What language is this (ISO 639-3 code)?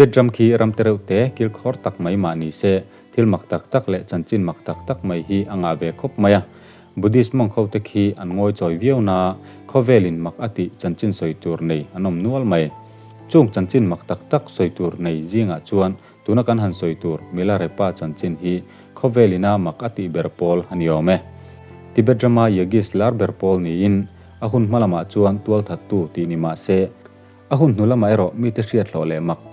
lus